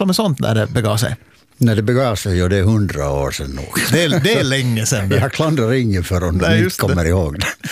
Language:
Swedish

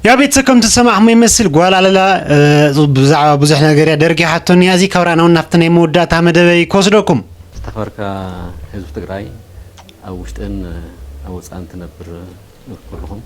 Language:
Tigrinya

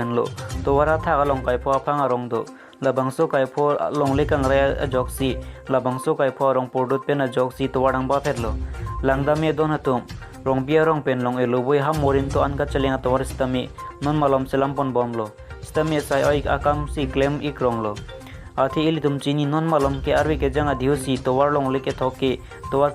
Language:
Karbi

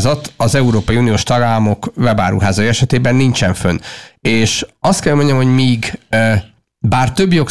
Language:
Hungarian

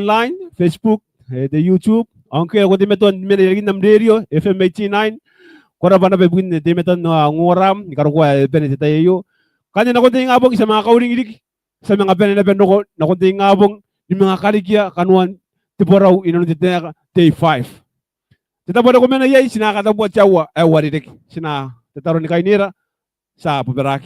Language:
Gilbertese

